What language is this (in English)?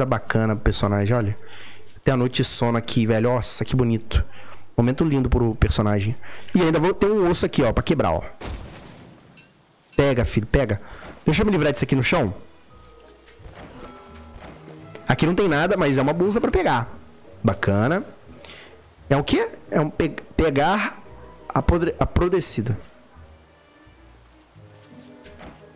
Portuguese